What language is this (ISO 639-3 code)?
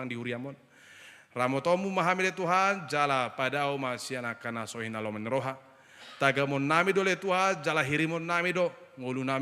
bbc